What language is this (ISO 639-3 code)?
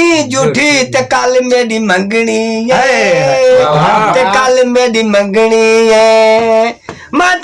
skr